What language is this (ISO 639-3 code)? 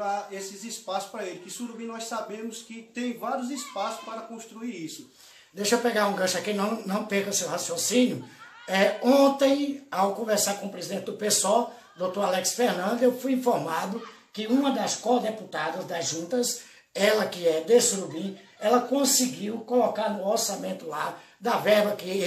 por